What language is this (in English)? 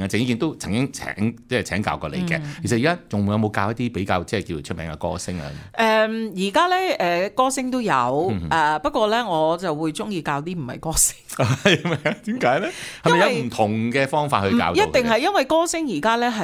Cantonese